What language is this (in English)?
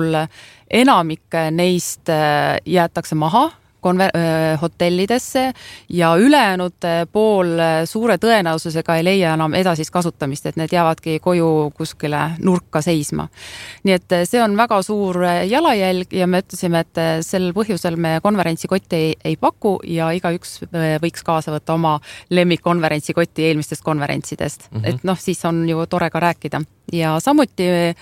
Estonian